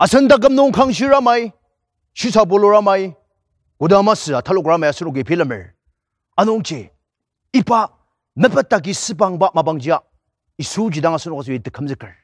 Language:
Ao Naga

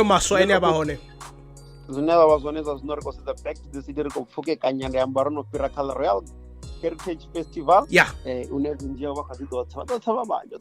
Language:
Venda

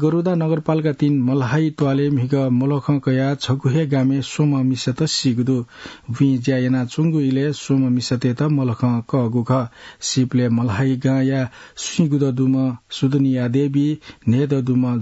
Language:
Newari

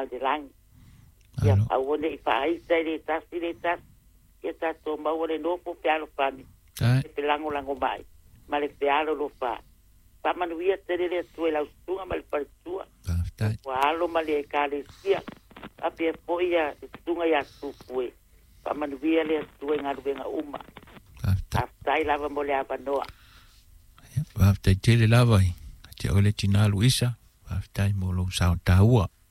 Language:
Samoan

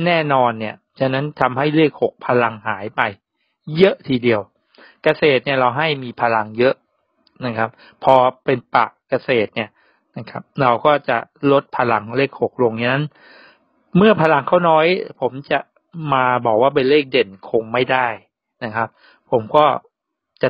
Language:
Thai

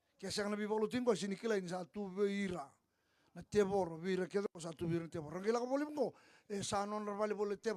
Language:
Fijian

